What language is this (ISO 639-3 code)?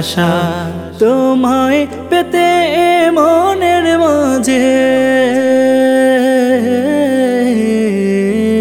ben